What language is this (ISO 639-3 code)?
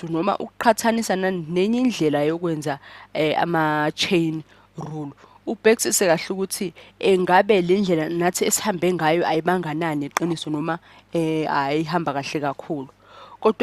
zul